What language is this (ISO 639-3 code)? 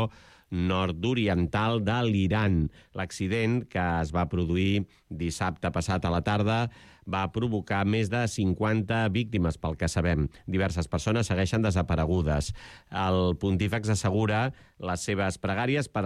cat